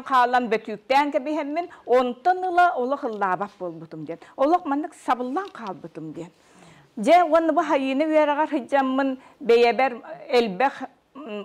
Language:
Yakut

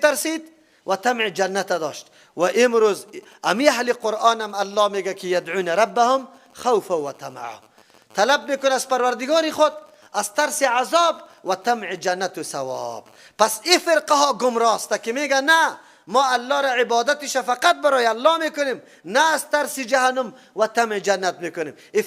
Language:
Persian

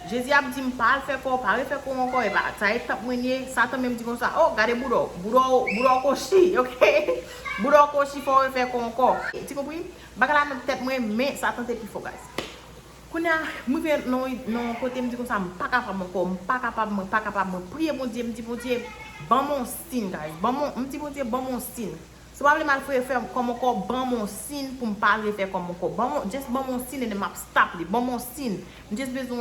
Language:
Haitian Creole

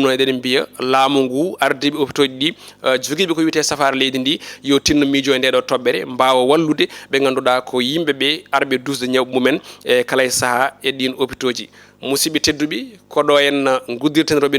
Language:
Fula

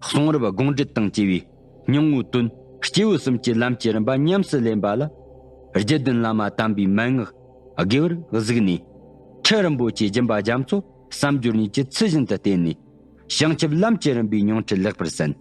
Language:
Tibetan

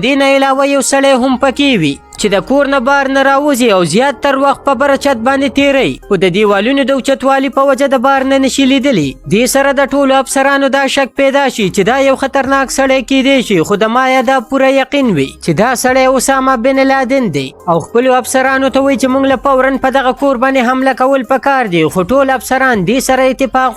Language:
Pashto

